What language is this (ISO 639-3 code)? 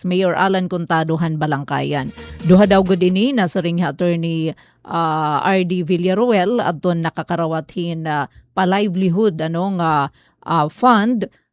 war